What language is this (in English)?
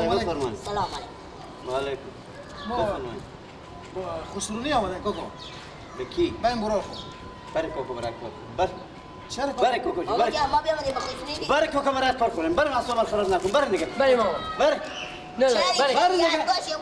Persian